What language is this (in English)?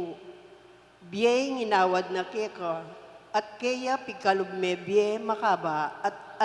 Pampanga